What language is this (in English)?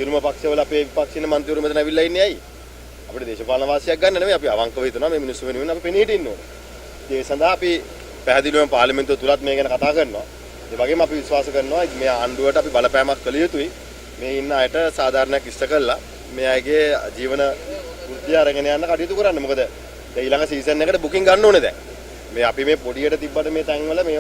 Sinhala